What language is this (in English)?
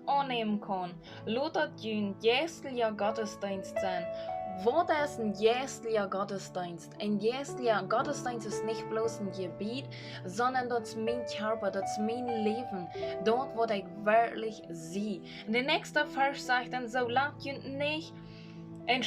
Plautdietsch